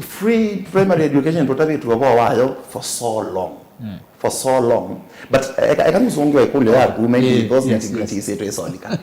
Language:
Kamba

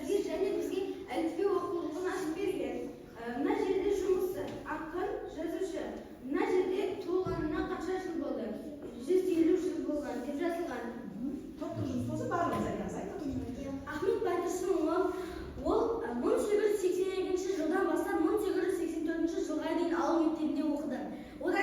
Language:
Kazakh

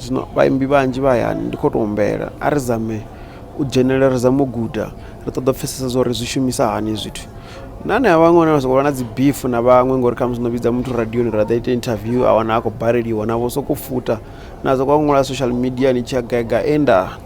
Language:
Venda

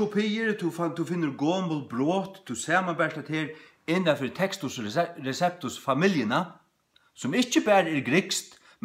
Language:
Faroese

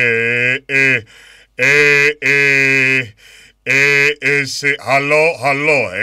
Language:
Estonian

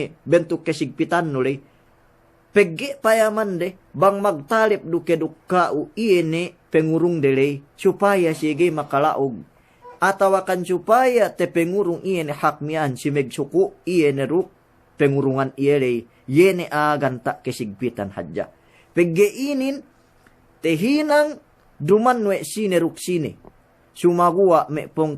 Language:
Yakan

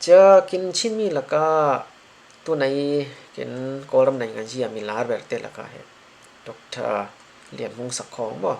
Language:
Falam Chin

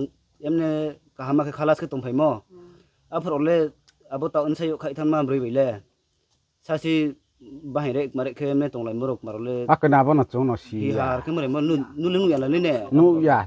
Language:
Riang (India)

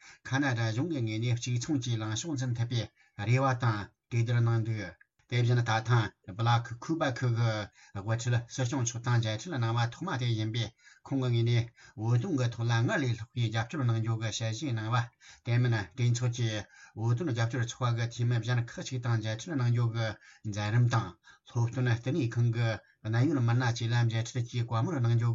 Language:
Tibetan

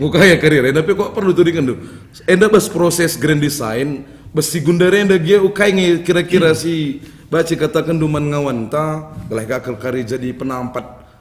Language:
Batak Karo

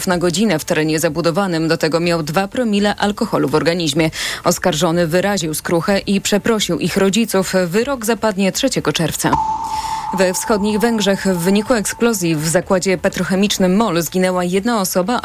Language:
Polish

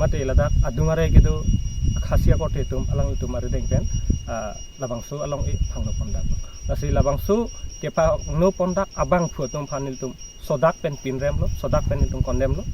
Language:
Karbi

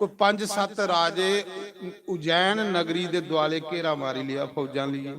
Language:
Dogri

